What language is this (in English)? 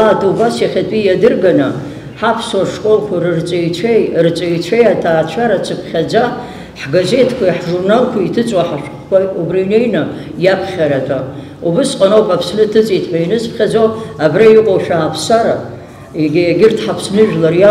Abkhazian